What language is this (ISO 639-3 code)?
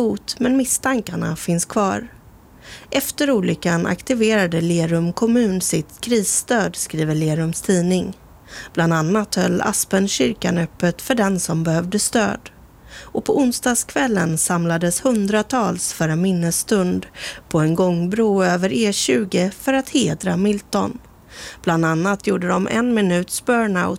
swe